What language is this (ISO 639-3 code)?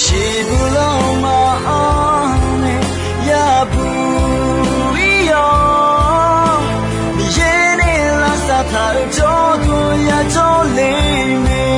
ahk